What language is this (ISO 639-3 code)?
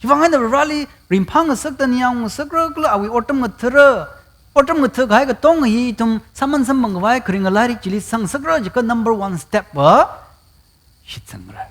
nmf